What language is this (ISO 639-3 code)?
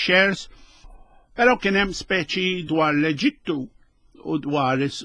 mlt